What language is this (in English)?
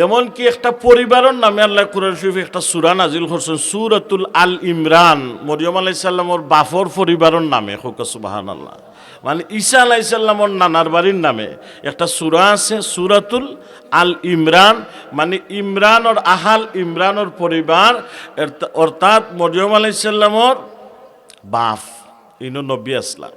Sylheti